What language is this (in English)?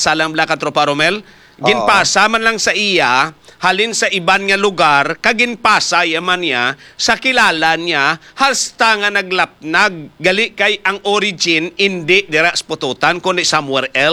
Hiligaynon